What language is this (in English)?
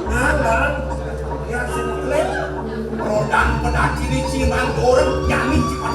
Balinese